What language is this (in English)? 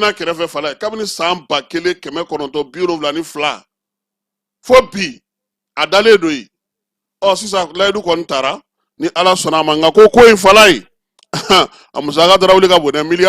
Bambara